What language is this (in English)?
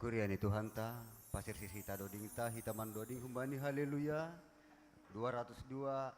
Batak Simalungun